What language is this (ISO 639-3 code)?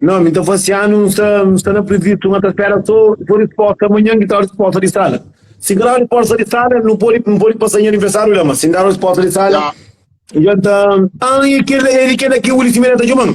kea